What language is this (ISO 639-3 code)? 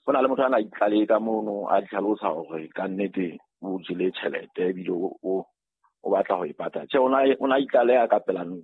sot